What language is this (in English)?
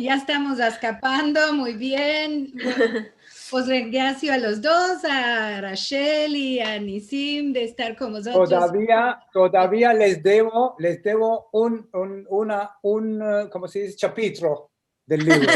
Ladino